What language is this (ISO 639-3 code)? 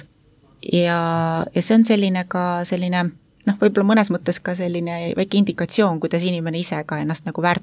est